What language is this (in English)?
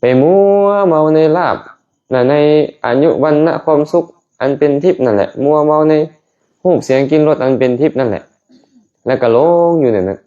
Lao